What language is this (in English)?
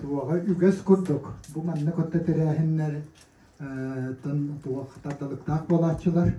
Yakut